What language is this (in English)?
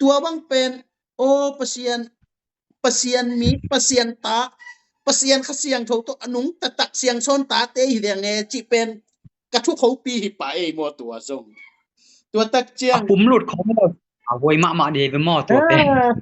Tedim Chin